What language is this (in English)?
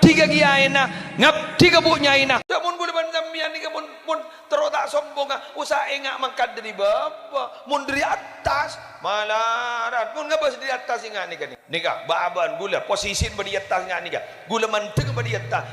Madurese